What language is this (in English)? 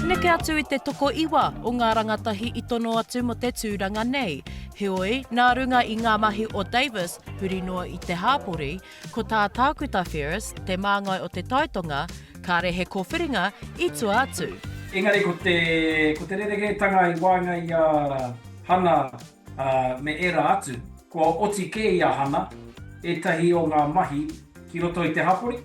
Māori